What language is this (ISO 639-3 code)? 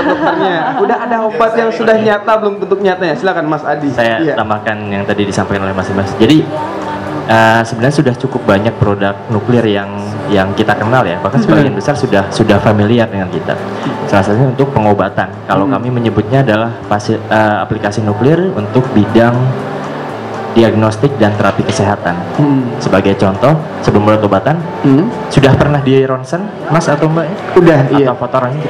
ind